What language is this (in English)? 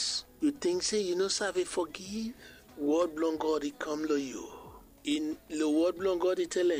Bislama